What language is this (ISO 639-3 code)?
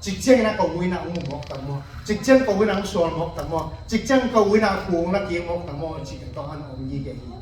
ctd